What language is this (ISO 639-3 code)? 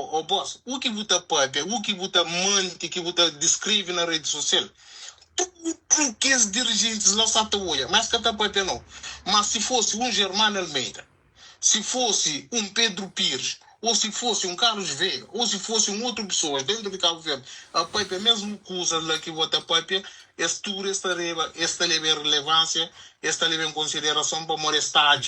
kea